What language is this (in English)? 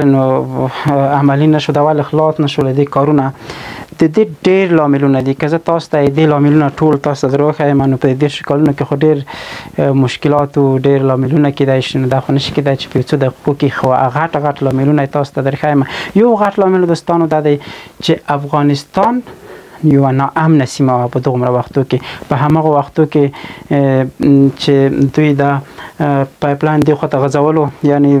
Pashto